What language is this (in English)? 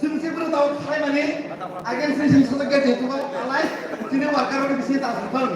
Kok Borok